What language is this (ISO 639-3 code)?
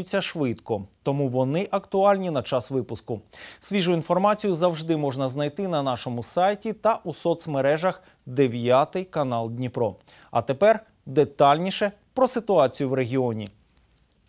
ukr